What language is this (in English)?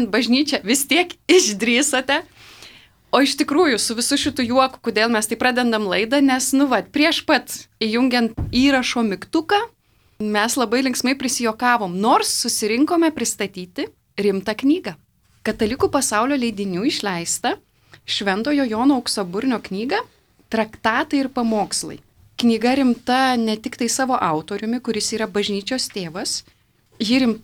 Lithuanian